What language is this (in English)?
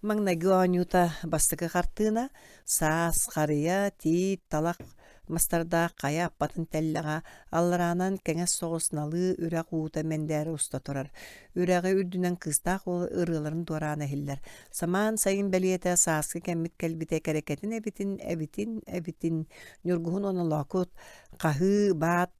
Yakut